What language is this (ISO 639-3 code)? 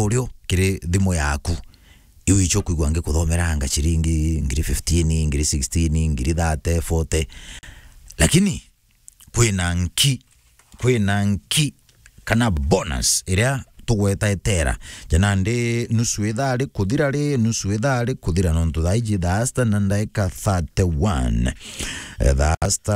mer